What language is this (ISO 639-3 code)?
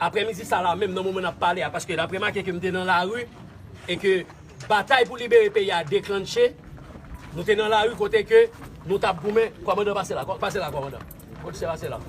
hat